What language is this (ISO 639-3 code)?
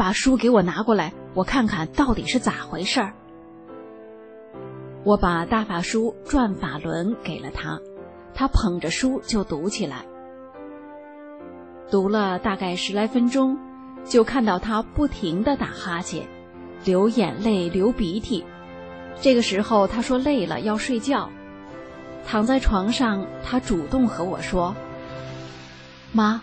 zho